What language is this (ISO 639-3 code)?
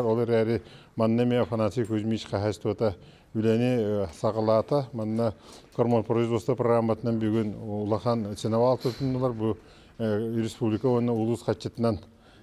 sah